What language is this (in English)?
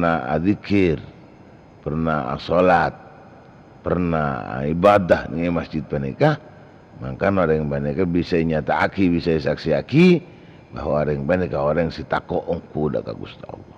Madurese